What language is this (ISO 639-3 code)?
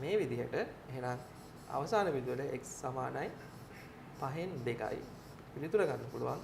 sin